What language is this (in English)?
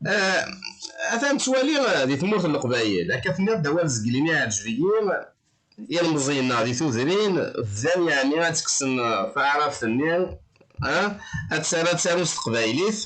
Kabyle